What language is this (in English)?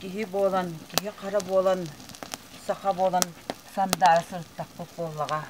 Yakut